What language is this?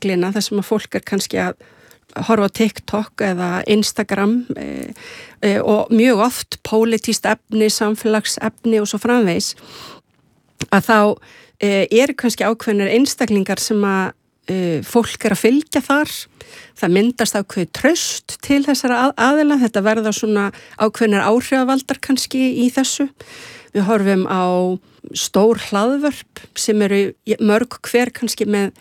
Icelandic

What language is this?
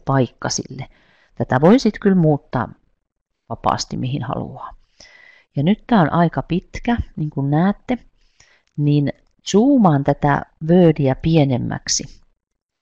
Finnish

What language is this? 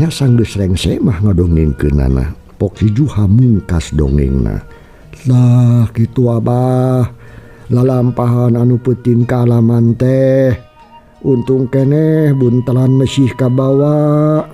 Sundanese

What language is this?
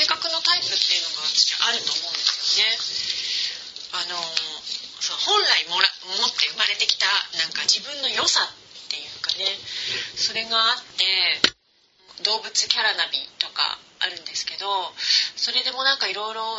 Japanese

